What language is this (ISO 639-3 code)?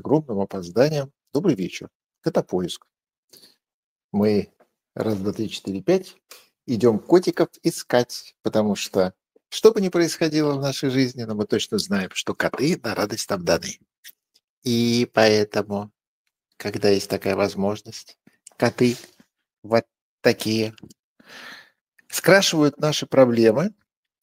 rus